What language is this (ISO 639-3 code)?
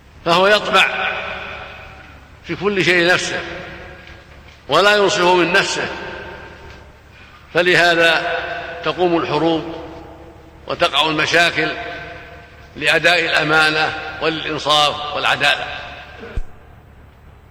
ara